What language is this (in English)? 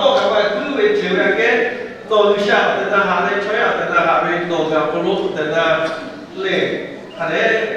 Lahu